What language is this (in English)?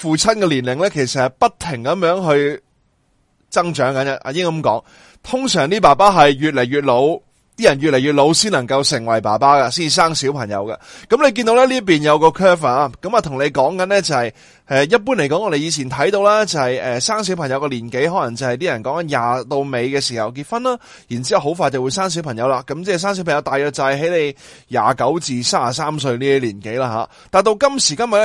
Cantonese